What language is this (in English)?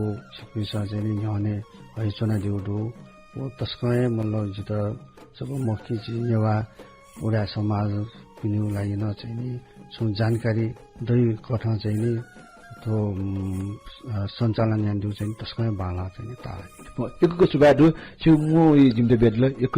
Newari